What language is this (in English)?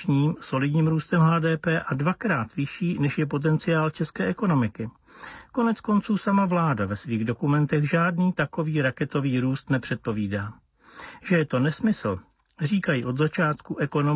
Czech